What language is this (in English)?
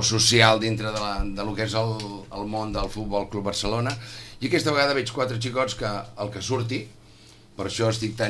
Catalan